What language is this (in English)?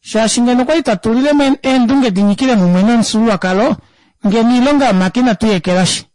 Kuanyama